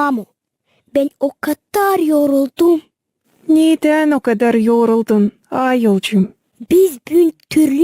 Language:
Gagauz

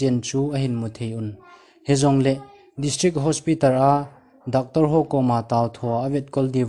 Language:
Thado Chin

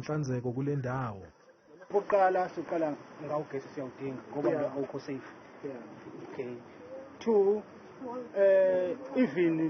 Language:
Zulu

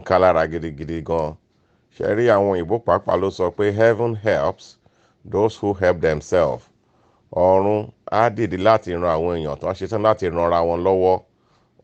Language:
Yoruba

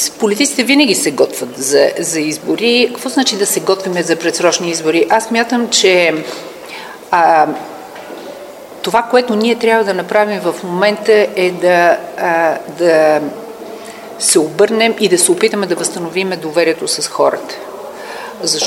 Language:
Bulgarian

